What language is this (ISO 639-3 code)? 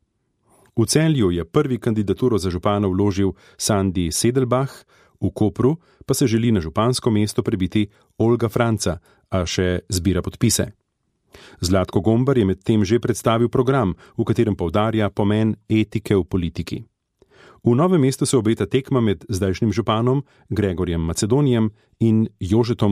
slv